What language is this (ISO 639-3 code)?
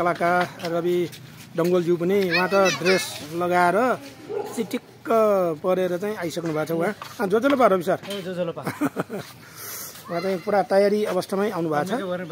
nep